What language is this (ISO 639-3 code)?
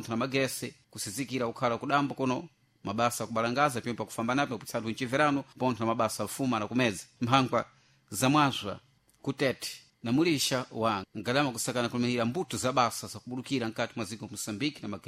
seh